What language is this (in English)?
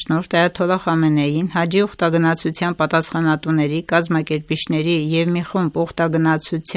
Armenian